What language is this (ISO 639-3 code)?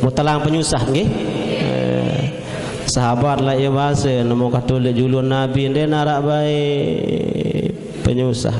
sas